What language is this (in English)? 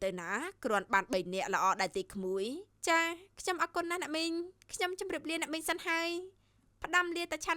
Khmer